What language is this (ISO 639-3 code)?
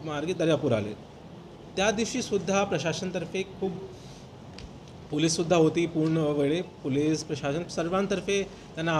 mar